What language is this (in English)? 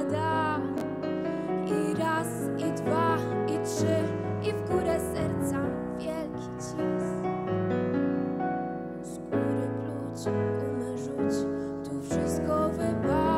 Polish